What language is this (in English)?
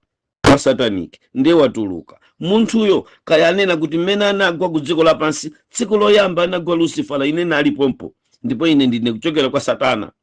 Nyanja